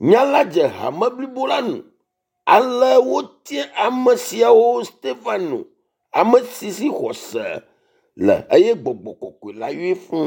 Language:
Ewe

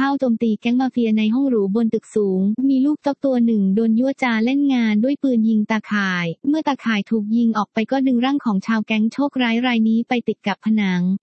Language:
Thai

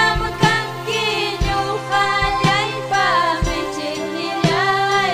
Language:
Ayacucho Quechua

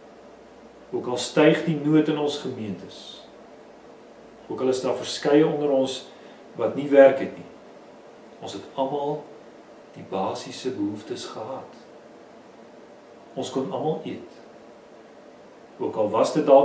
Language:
Afrikaans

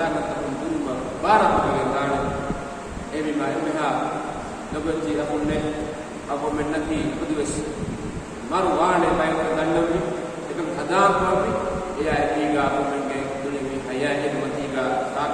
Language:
Divehi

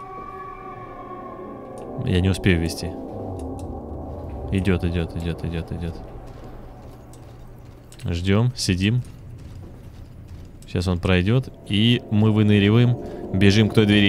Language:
Russian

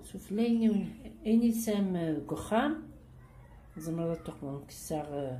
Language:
Kabyle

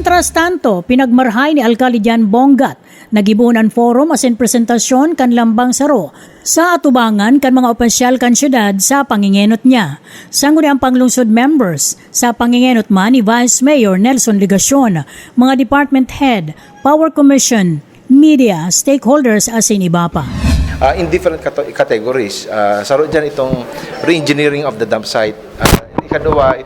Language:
Bikol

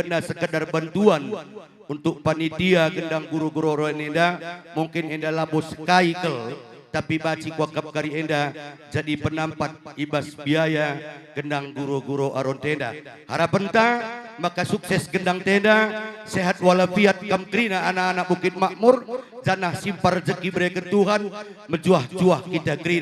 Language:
Batak Karo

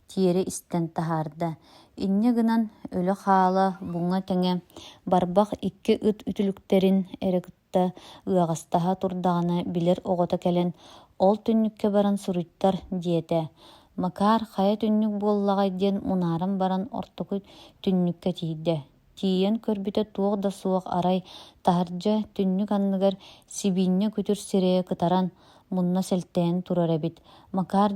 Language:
Yakut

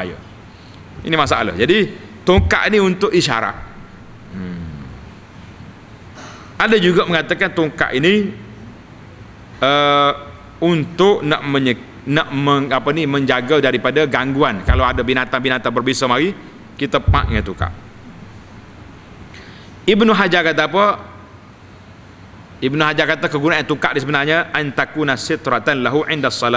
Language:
Malay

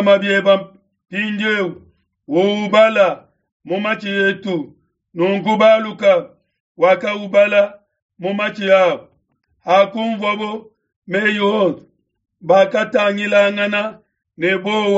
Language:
Luba-Lulua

